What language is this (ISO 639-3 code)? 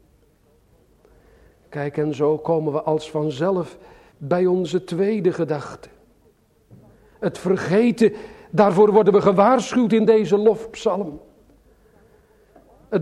nld